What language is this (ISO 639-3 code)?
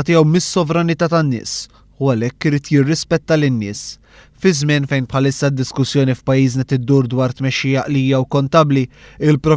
mlt